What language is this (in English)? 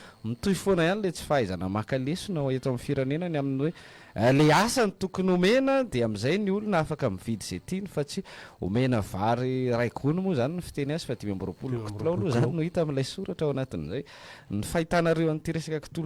Malagasy